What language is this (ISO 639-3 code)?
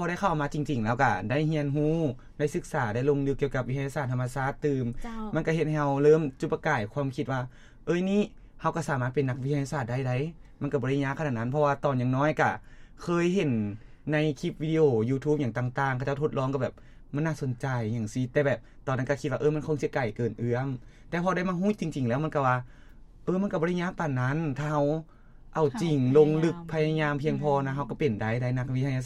lao